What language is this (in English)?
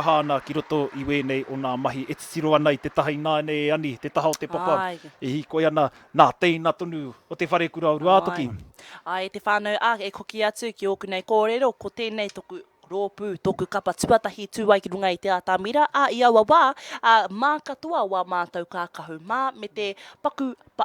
Māori